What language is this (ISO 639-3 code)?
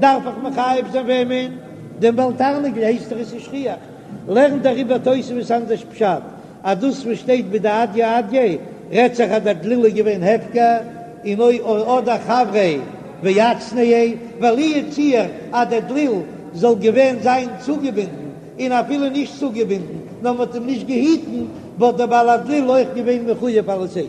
yid